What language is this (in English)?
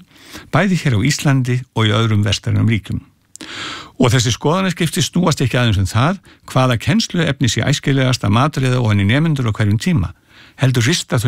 Icelandic